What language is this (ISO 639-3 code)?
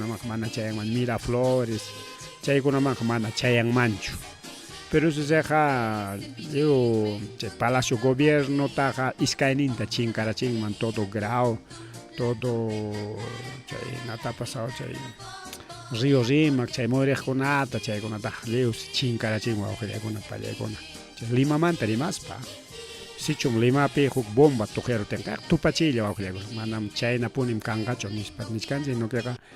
quy